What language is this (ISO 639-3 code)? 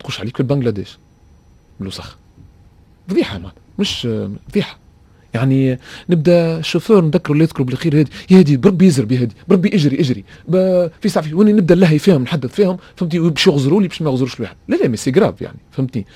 aeb